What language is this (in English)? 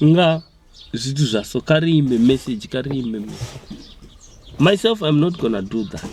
Venda